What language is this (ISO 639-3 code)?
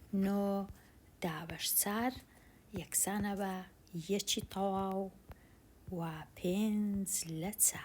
ckb